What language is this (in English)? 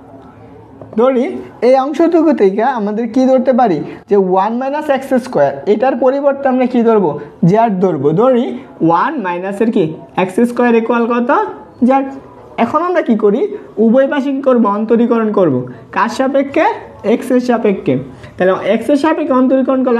Bangla